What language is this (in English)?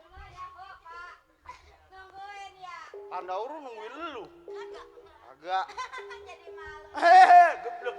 Betawi